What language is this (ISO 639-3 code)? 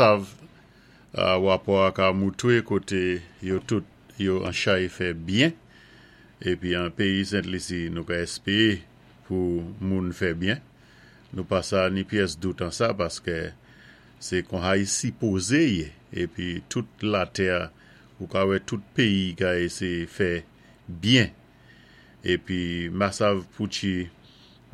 acf